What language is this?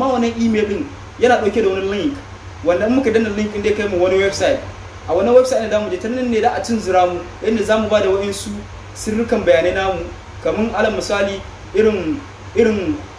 Hausa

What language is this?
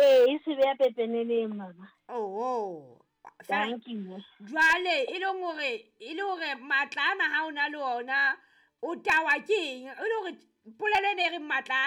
Southern Sotho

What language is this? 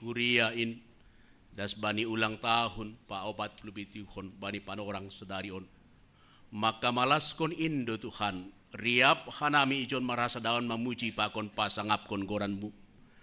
Batak Simalungun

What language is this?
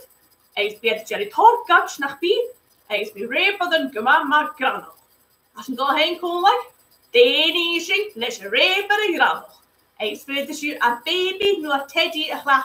Scottish Gaelic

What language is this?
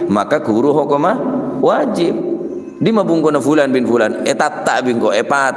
Madurese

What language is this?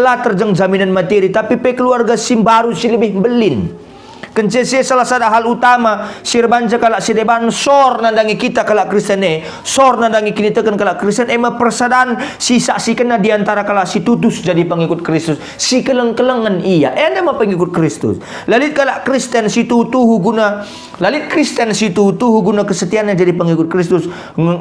Batak Karo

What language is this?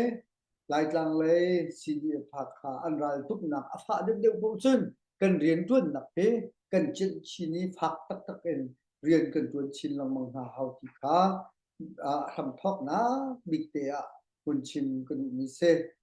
Hakha Chin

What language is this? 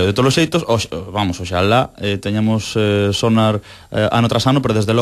Galician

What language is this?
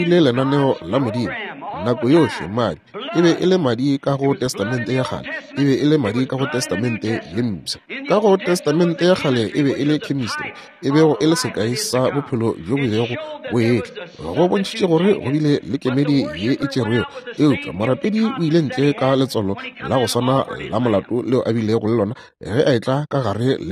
Northern Sotho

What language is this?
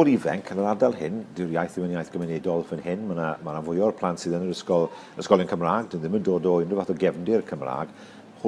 Welsh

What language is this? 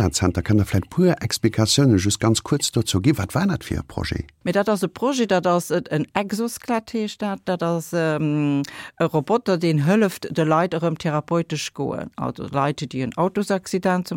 Luxembourgish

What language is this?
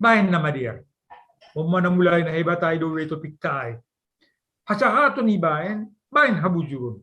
Batak Simalungun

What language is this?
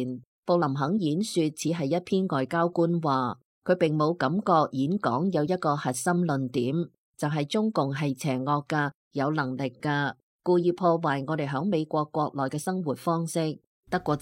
Cantonese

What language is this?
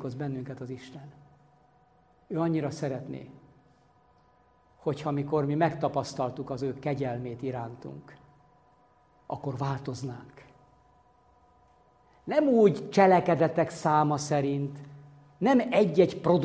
Hungarian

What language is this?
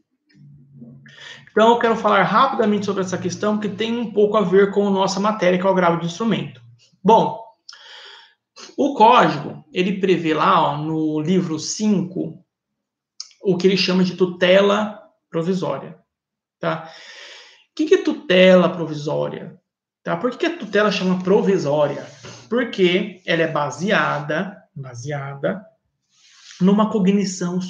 Portuguese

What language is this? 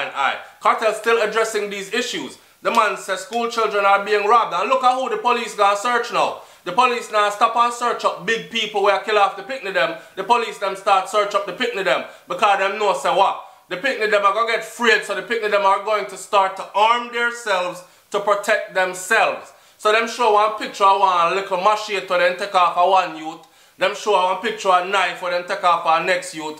Jamaican Creole English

